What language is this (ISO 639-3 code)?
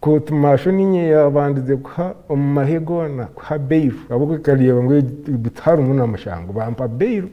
nyn